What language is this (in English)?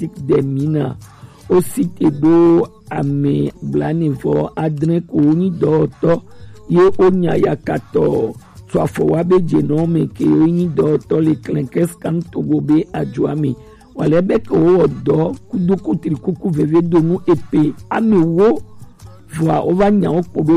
Gen